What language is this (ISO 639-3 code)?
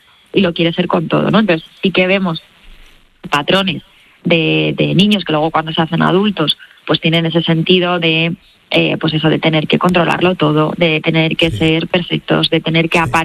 spa